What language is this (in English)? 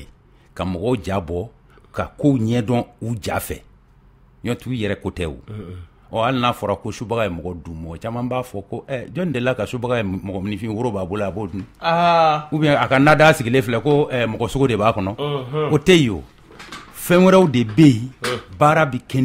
Bambara